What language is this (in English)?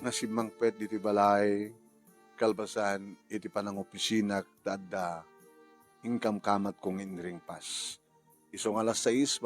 Iloko